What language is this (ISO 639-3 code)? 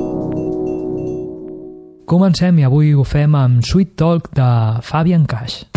cat